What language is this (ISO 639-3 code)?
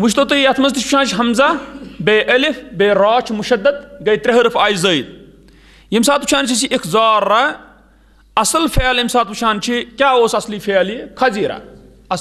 kas